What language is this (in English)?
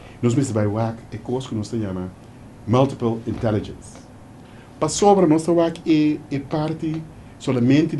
Papiamento